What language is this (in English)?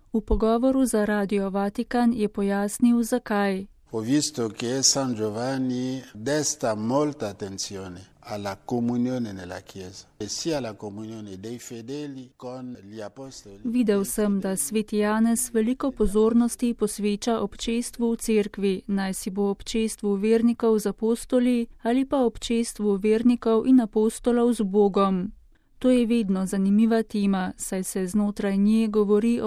Slovenian